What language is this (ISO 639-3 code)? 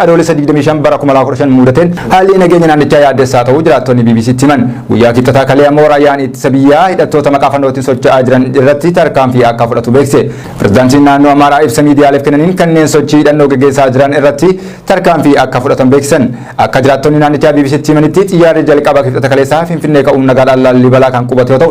orm